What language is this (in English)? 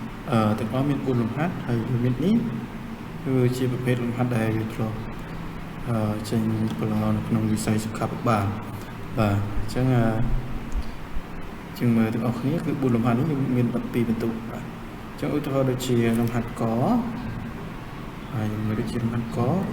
Khmer